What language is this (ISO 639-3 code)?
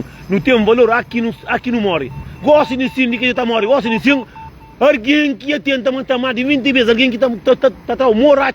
kea